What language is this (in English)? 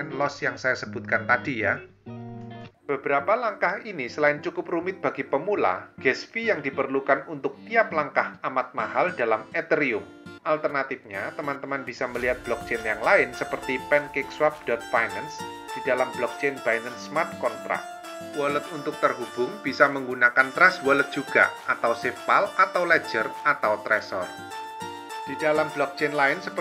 Indonesian